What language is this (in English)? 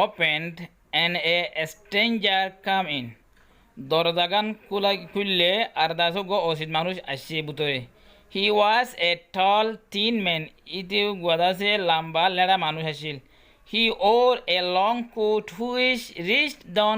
Rohingya